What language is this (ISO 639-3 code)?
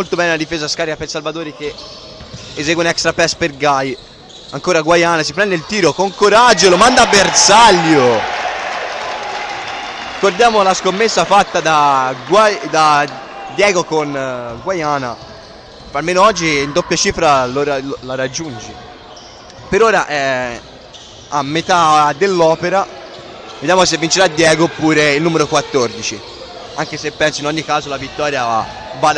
ita